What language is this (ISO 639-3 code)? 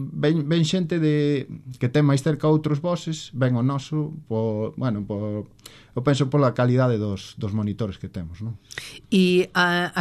glg